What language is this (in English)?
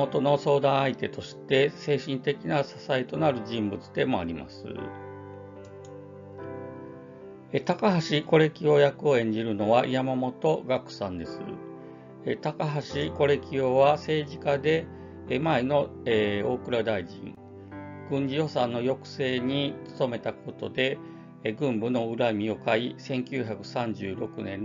Japanese